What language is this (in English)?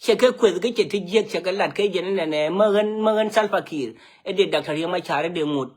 Nuer